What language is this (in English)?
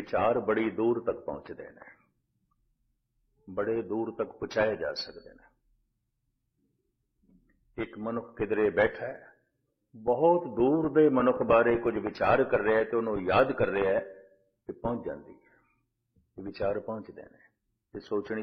Punjabi